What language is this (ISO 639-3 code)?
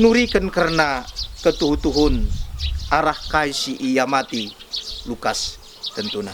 btx